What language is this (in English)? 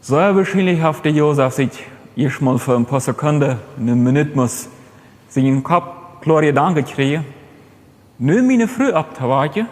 Plautdietsch